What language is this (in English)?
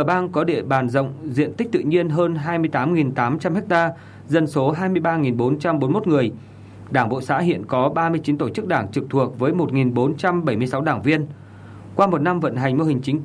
Vietnamese